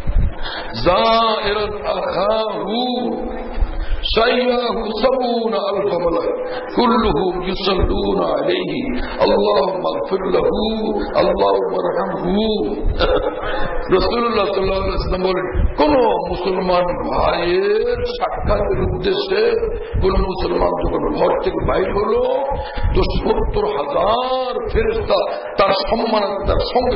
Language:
Bangla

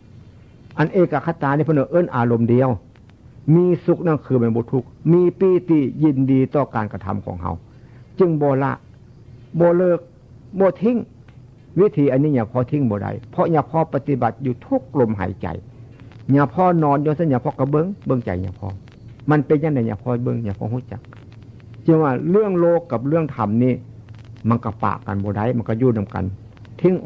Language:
Northeastern Thai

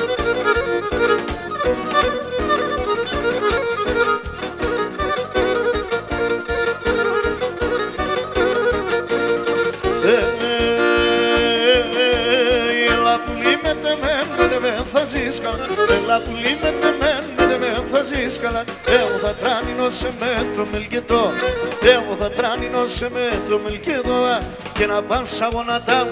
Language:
Pontic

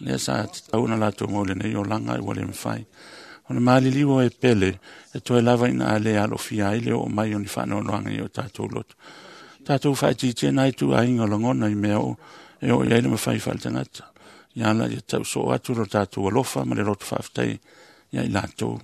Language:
Samoan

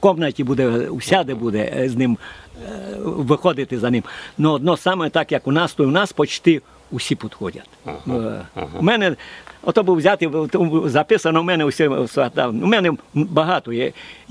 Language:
Ukrainian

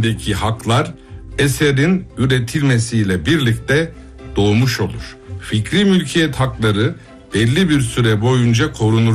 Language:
Turkish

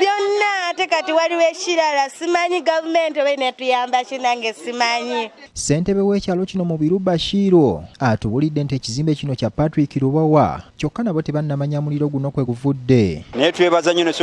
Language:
Ganda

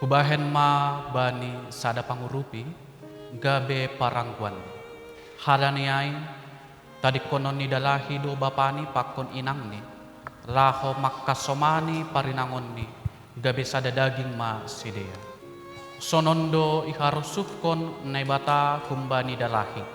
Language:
Batak Simalungun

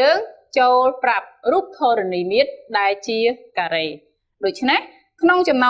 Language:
Khmer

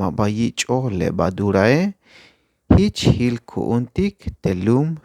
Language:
Tzeltal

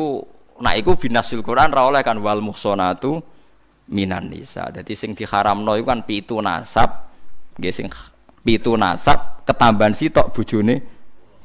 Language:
Javanese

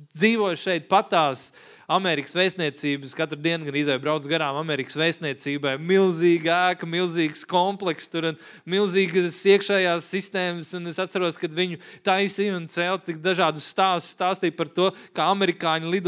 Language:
Latvian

